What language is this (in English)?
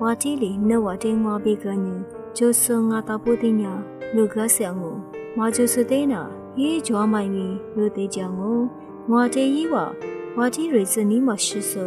Lisu